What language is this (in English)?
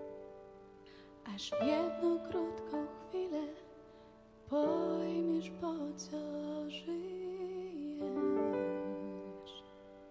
Polish